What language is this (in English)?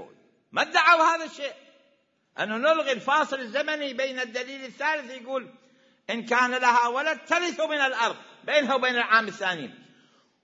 Mesopotamian Arabic